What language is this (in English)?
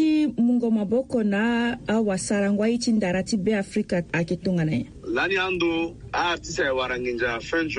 Sango